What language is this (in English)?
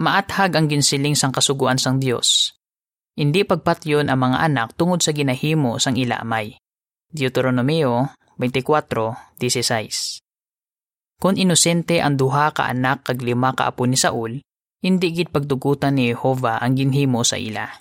Hiligaynon